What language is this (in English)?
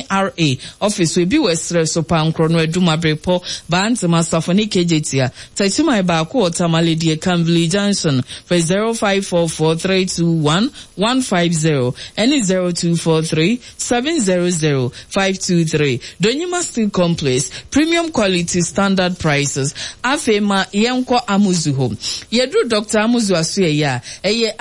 Akan